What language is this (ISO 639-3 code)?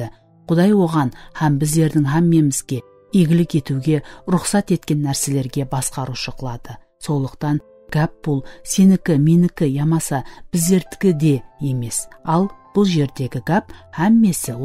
kaa